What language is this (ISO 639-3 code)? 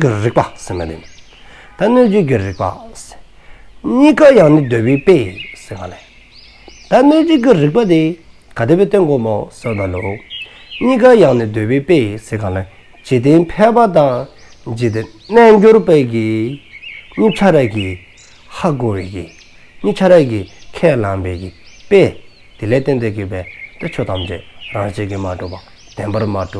dzo